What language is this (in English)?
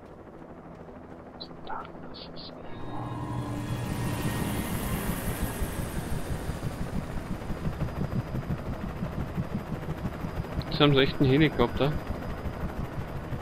German